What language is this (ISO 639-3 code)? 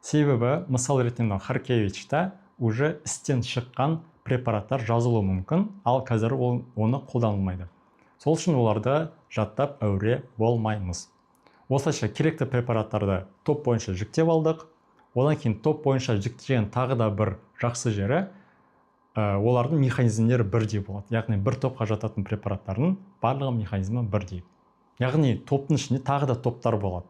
kaz